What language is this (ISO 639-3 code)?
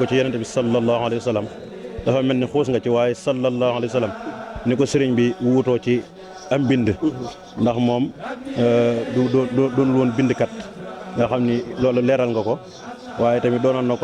wol